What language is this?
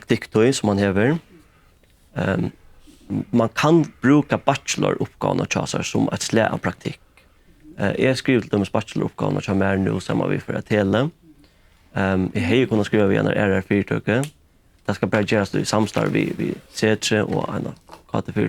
Faroese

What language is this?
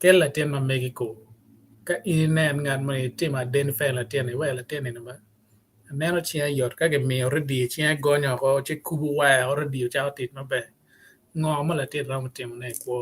Acoli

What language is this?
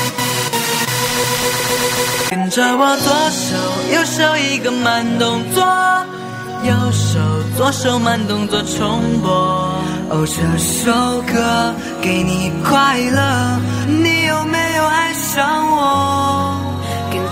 Chinese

